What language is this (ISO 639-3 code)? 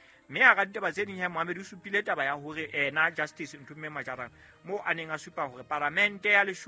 sot